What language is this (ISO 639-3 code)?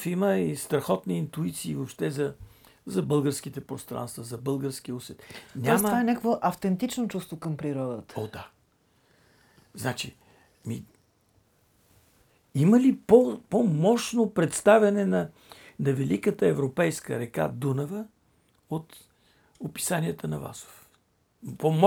bul